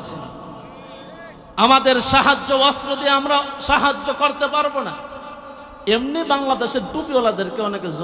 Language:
Bangla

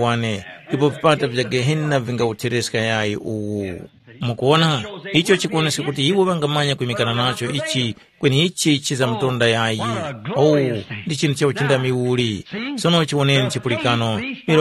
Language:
Tumbuka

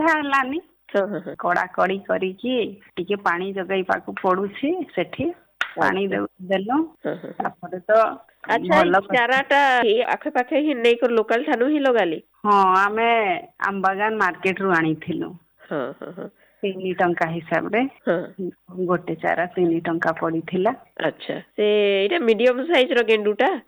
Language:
Odia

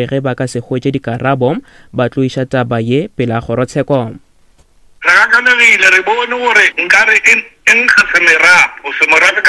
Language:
Northern Sotho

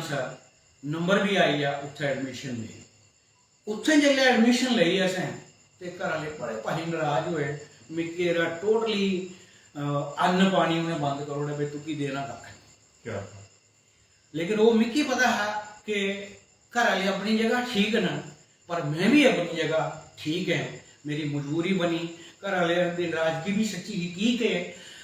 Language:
Dogri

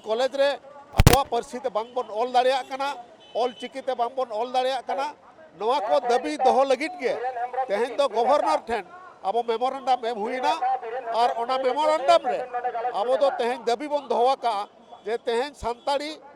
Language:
Santali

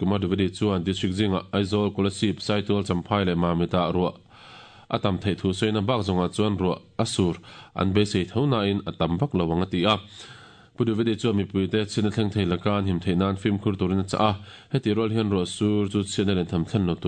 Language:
Mizo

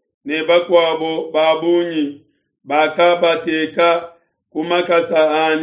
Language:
Luba-Lulua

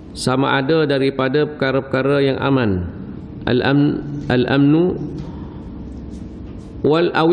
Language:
Malay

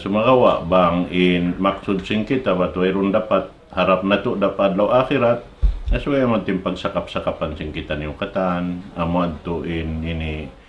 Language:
Tausug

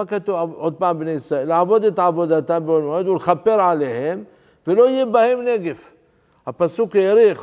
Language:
Hebrew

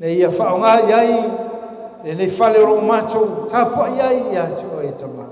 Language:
Samoan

